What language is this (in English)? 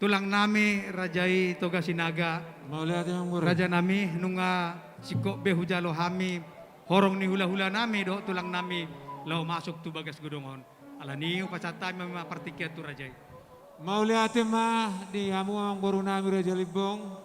Batak Toba